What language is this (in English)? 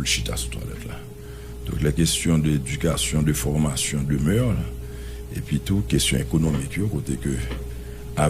Haitian Creole